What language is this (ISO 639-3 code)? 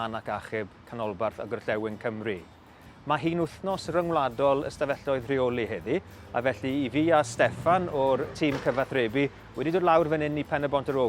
cym